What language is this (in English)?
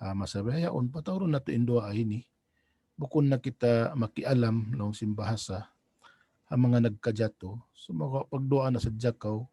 Tausug